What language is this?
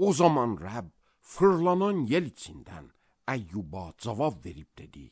Azerbaijani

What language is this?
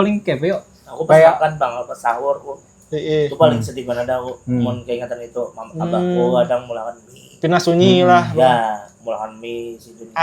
Banjar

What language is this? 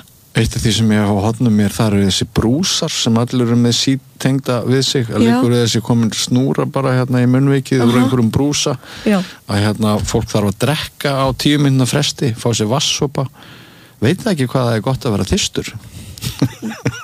Icelandic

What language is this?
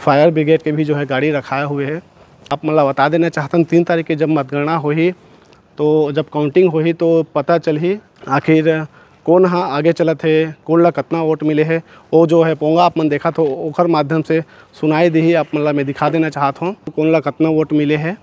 Chhattisgarhi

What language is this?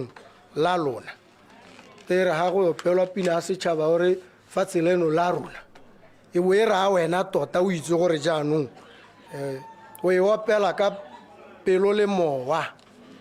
Tswana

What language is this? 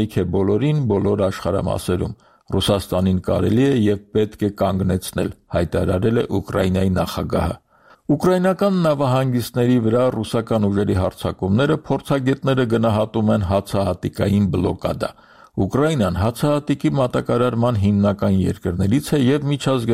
Armenian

